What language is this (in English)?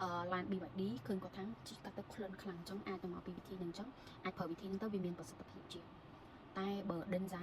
Khmer